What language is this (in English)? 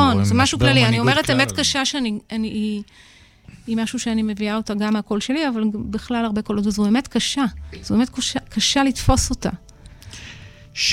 Hebrew